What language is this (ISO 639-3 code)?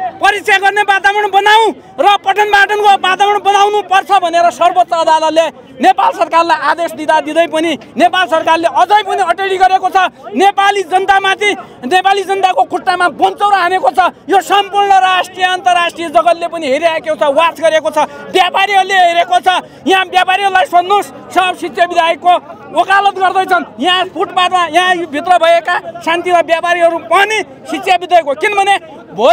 nep